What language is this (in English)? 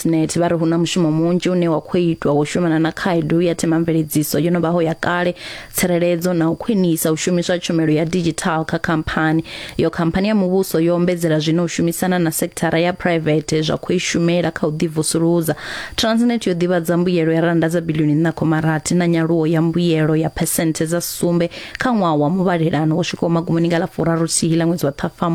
Venda